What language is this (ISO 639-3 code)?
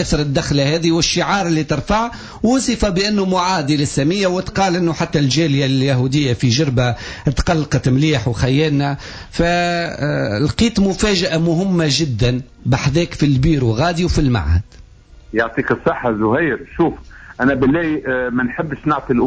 aeb